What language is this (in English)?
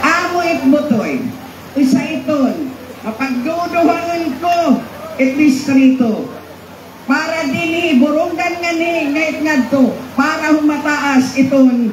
Waray